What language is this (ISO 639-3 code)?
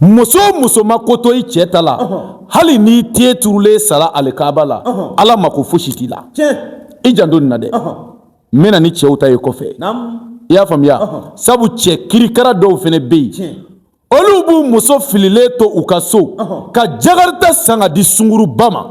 bam